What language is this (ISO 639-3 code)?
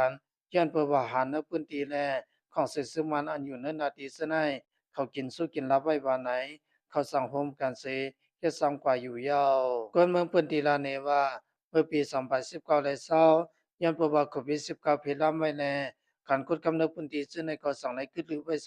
shn